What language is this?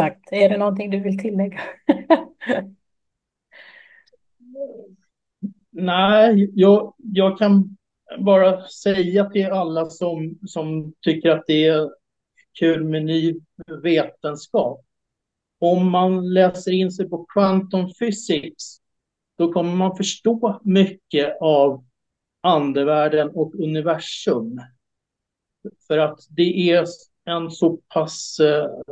Swedish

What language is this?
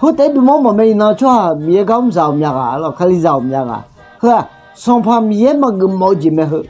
Akha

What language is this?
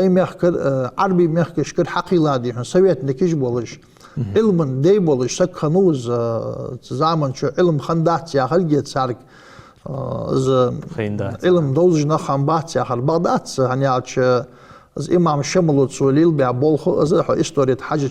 Ingush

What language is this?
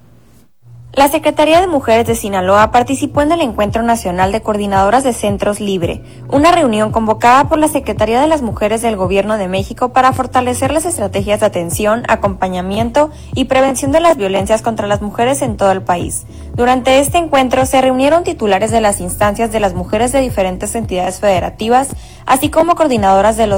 Spanish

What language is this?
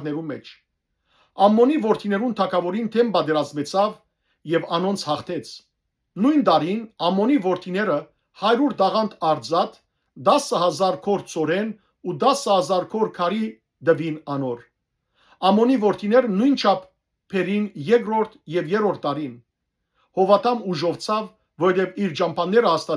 Western Armenian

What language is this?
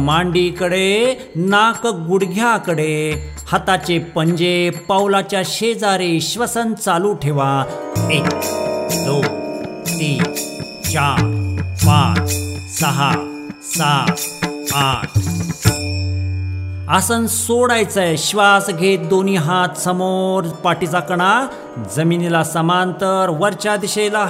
Marathi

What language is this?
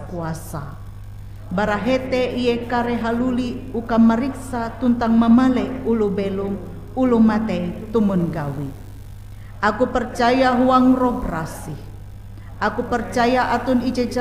Ngaju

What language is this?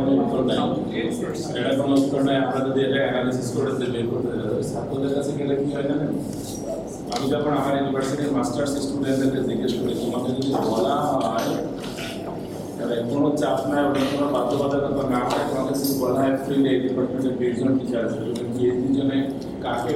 Bangla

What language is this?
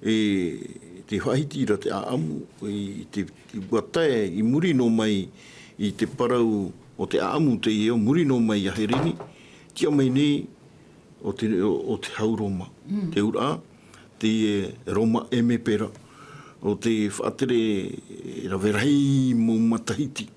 Tahitian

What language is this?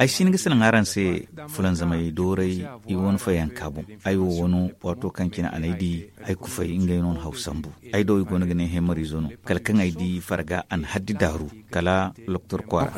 Zarma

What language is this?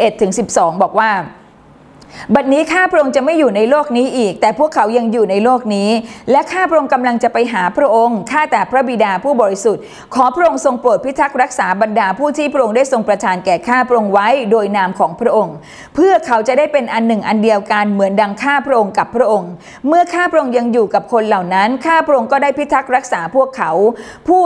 Thai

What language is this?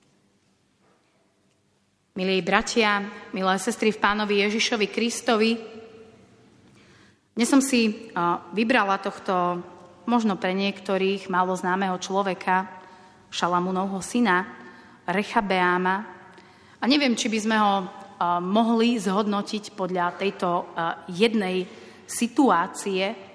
Slovak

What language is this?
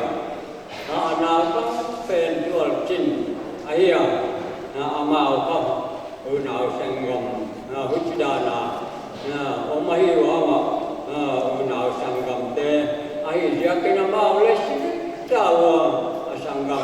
Paite Chin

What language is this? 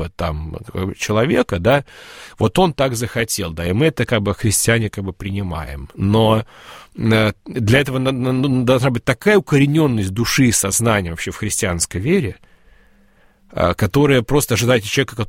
Russian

